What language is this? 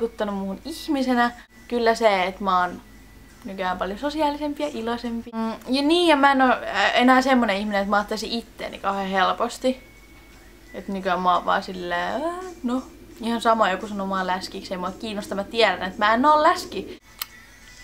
Finnish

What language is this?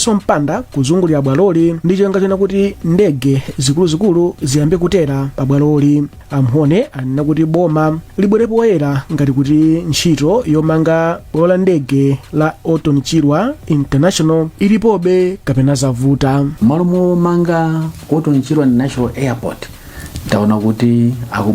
Nyanja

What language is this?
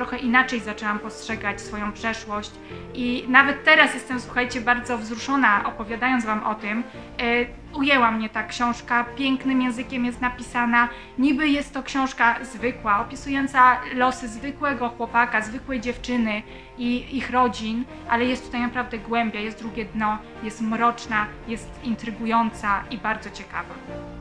Polish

